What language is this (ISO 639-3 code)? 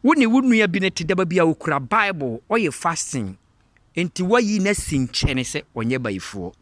aka